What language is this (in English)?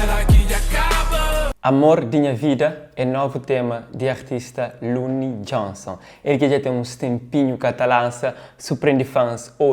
Kabuverdianu